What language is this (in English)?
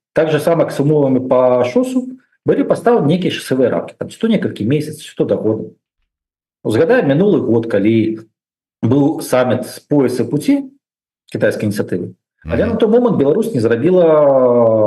Belarusian